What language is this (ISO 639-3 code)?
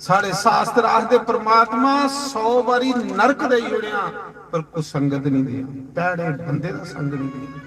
doi